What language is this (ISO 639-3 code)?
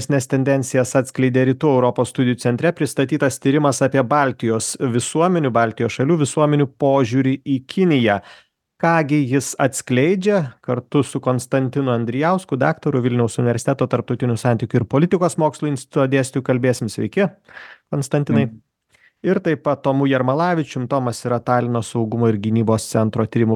lit